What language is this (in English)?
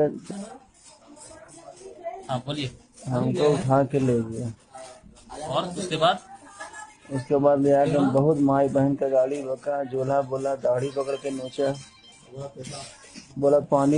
Kannada